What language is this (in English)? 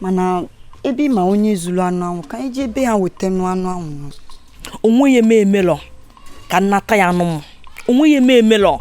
Igbo